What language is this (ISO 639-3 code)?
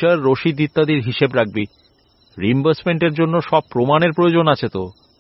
ben